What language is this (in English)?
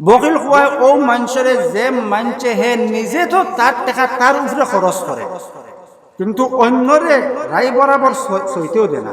Sylheti